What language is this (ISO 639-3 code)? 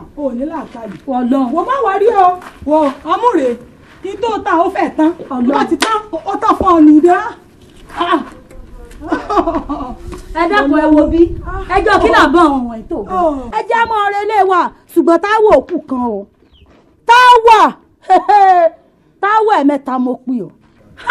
yor